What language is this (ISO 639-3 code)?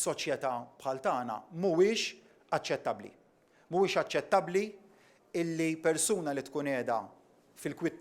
mlt